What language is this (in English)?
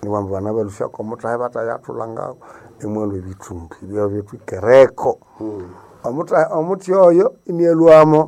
Nande